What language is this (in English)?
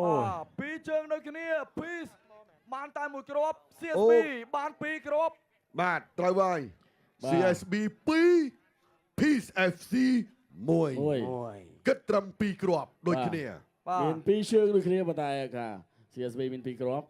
Khmer